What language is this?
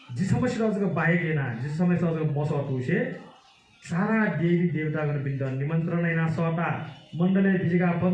Newari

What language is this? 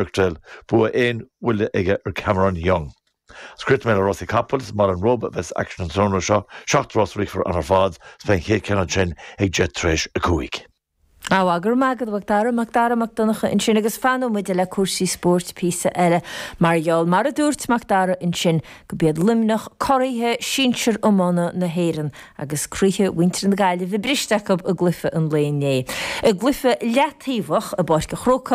Irish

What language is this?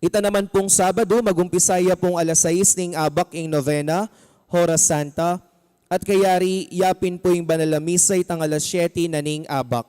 Pampanga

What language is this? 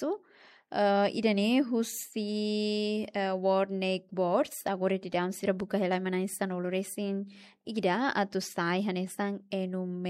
Tetum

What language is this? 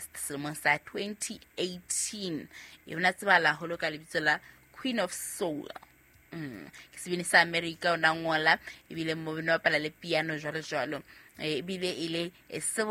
Southern Sotho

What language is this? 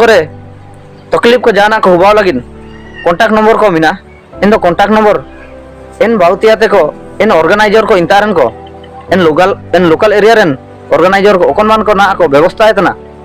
Ho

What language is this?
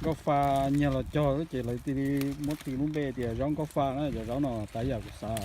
Hmong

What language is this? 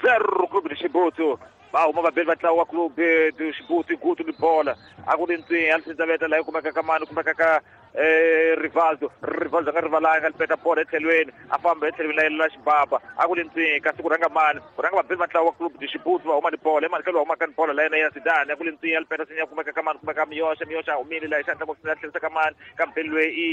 Tsonga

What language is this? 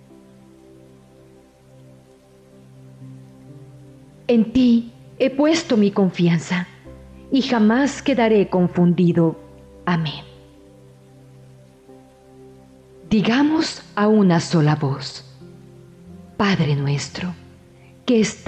Spanish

